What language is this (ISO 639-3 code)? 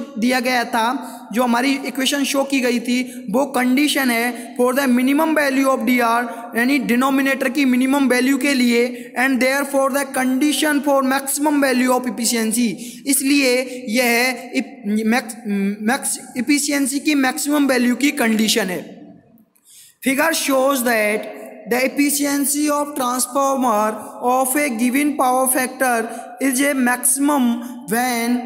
hin